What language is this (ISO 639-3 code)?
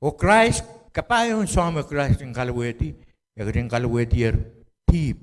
pon